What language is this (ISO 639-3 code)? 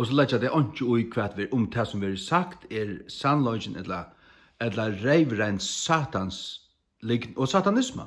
fao